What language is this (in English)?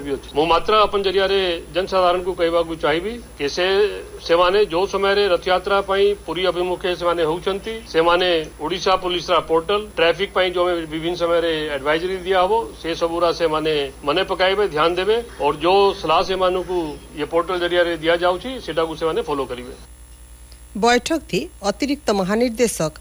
Odia